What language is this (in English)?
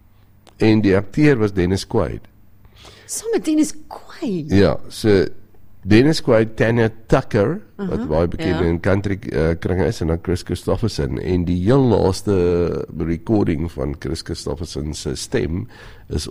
Afrikaans